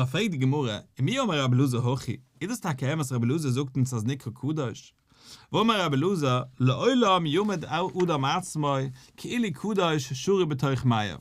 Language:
Yiddish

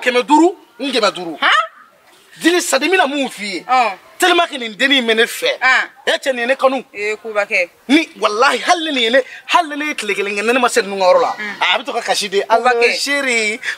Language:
Bambara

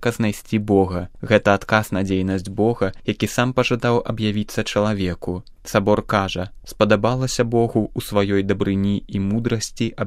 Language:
Belarusian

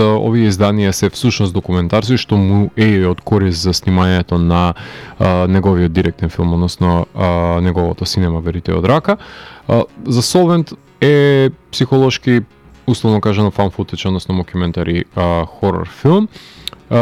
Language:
Macedonian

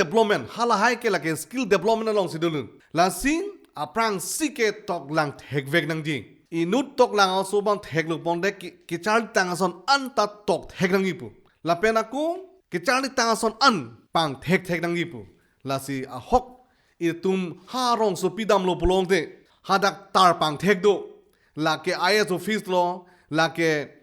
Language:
Karbi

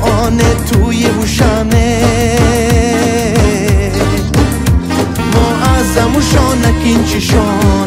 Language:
Persian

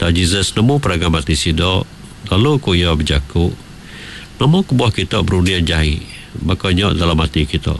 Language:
Iban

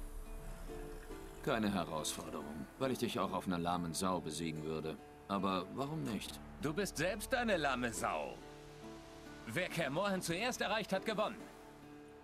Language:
German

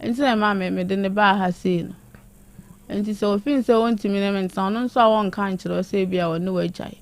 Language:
Akan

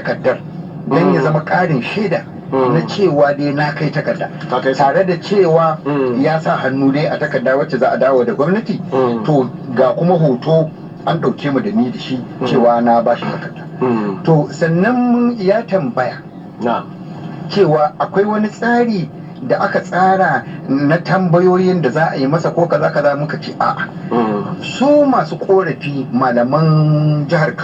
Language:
Hausa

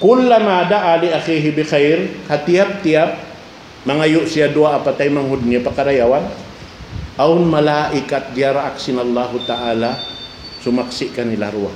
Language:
Tausug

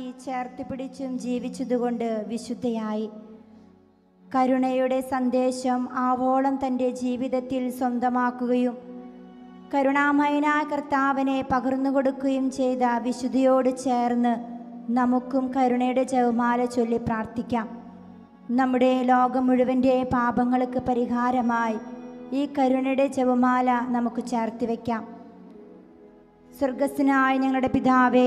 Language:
Malayalam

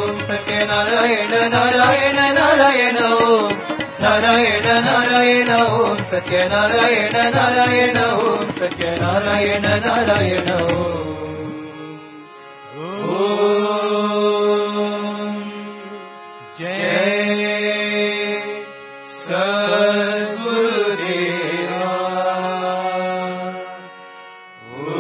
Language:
Telugu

